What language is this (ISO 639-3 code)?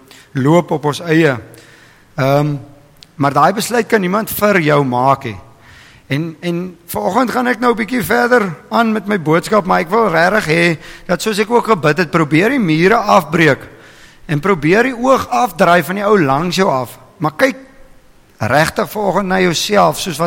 afr